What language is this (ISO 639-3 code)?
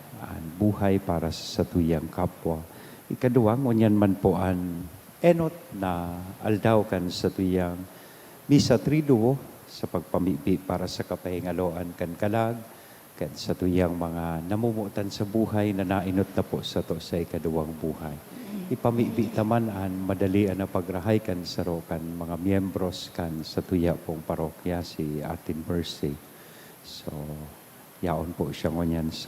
bik